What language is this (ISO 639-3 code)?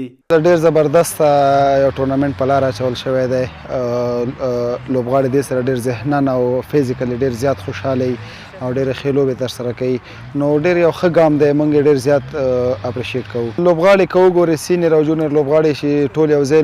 pus